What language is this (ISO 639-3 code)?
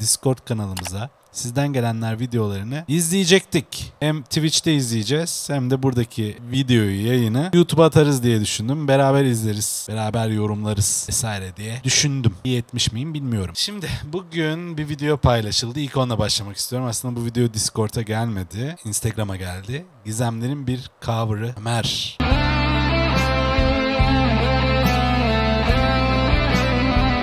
tur